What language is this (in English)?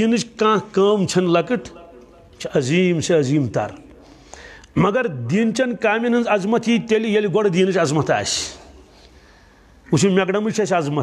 Kashmiri